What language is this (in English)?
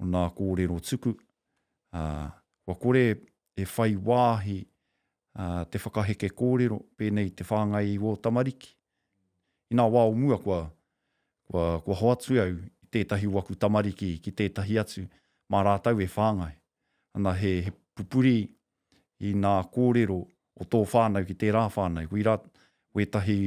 Māori